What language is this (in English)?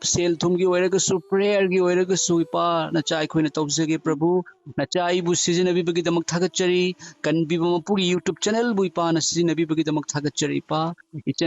Manipuri